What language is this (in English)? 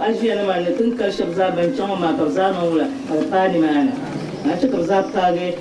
Dagbani